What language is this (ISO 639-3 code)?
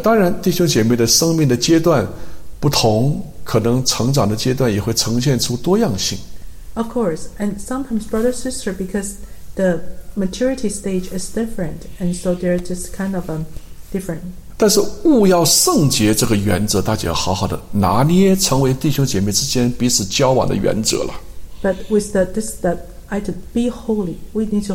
zho